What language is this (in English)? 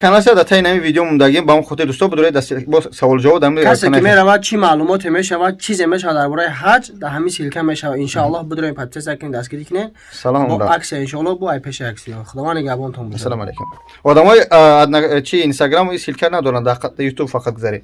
Tajik